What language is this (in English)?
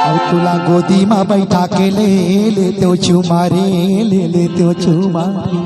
Chhattisgarhi